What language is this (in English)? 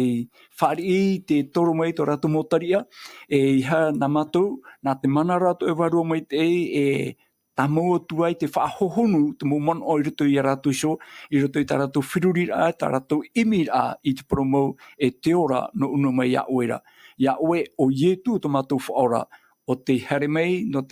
Tahitian